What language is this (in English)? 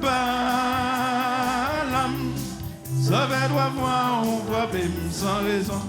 Haitian Creole